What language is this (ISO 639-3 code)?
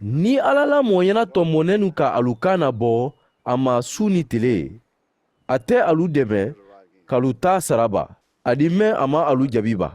man